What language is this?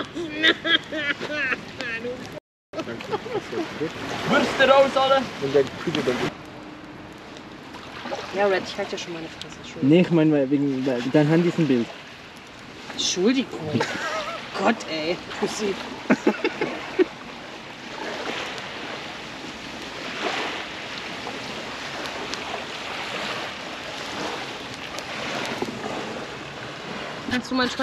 German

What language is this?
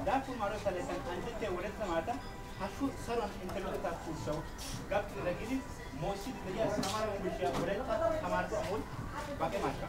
Wolaytta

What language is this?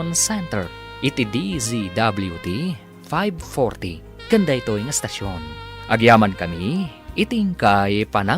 Iloko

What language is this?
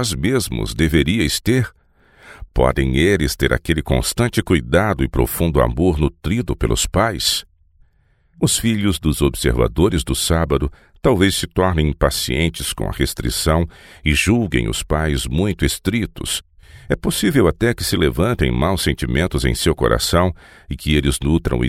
Portuguese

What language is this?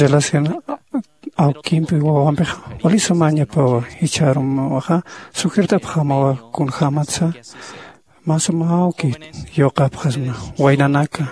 Aymara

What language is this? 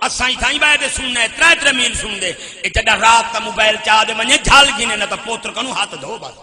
Saraiki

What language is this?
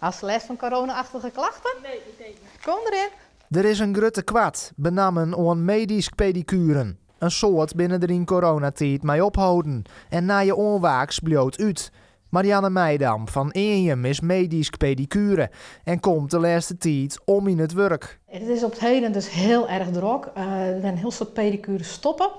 Western Frisian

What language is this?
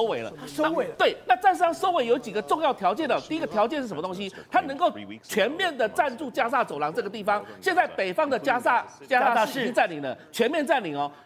Chinese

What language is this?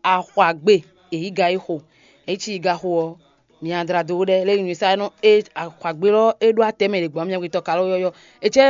Fon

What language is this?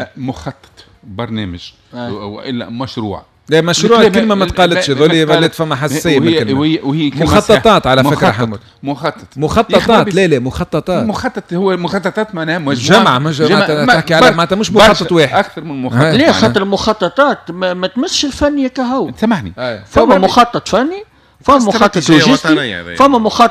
Tunisian Arabic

